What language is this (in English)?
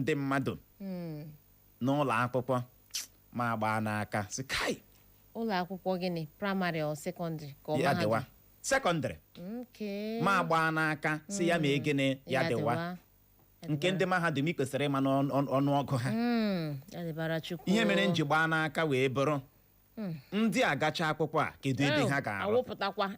Igbo